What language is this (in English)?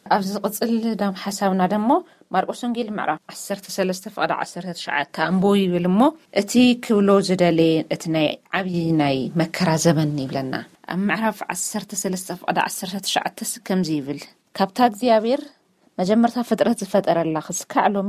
Tigrinya